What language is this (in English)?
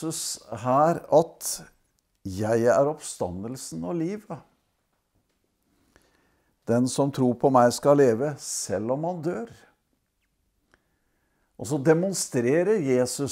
Norwegian